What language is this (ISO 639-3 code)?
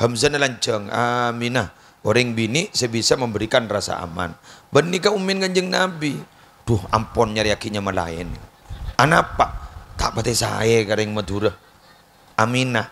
mad